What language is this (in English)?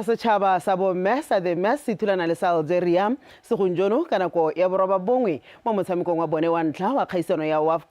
Tswana